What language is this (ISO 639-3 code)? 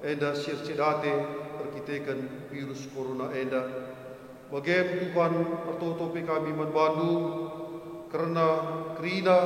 btx